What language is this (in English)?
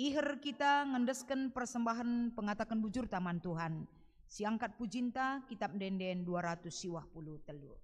Batak Karo